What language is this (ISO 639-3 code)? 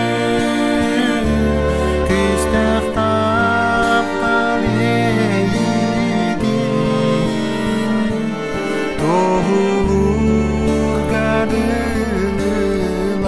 sah